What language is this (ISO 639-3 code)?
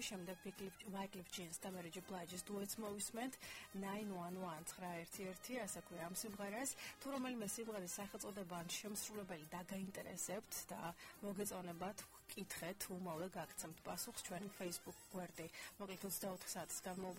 kat